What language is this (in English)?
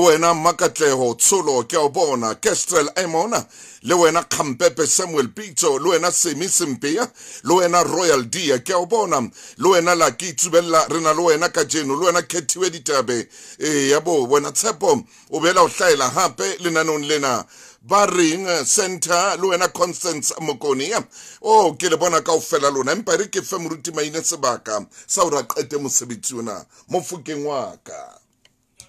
Southern Sotho